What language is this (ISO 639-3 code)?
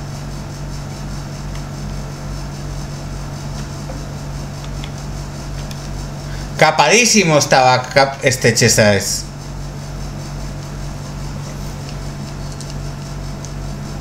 spa